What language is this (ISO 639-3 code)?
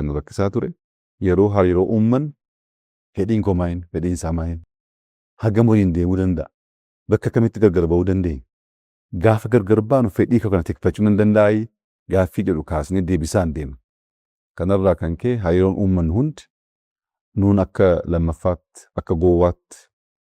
orm